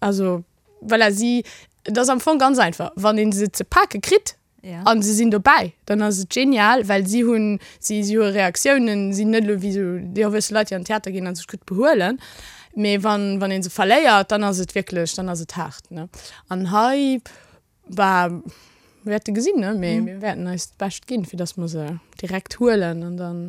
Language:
Luxembourgish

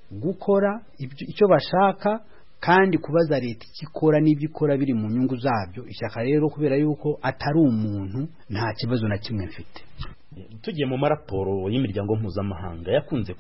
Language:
Kinyarwanda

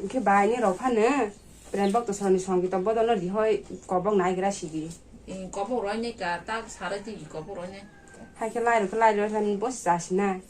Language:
Kok Borok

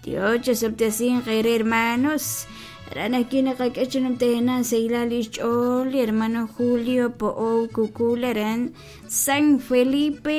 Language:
Kekchí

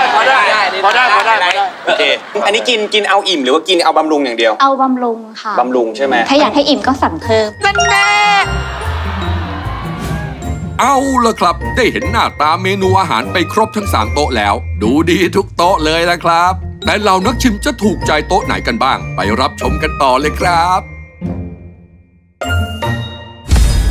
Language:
Thai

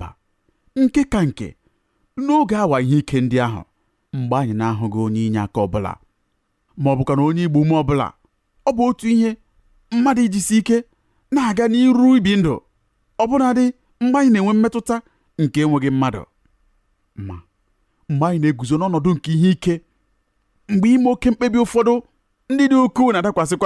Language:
Igbo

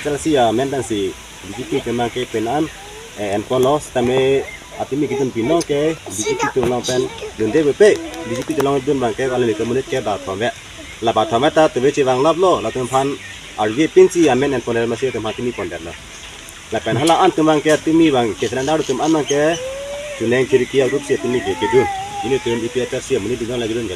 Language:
Karbi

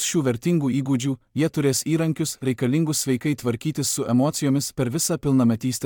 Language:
Lithuanian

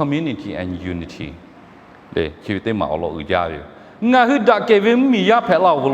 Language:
Lahu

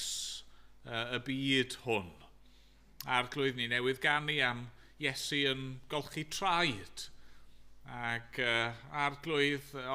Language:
Welsh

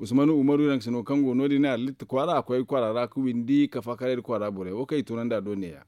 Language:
Zarma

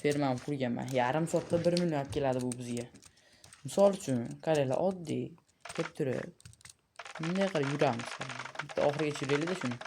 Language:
Uzbek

